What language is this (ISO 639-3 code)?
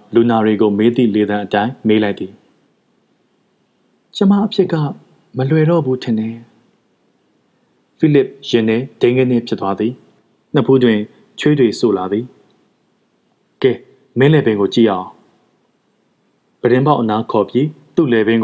mya